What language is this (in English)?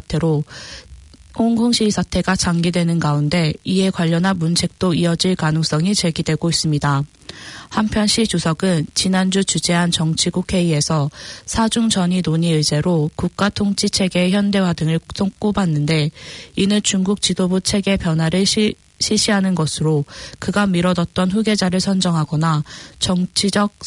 Korean